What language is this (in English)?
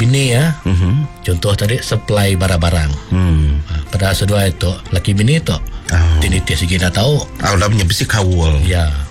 Iban